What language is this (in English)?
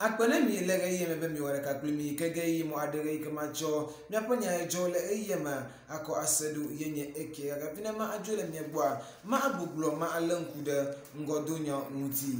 Ewe